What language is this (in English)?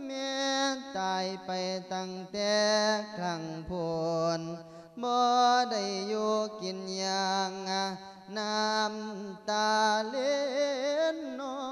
Lao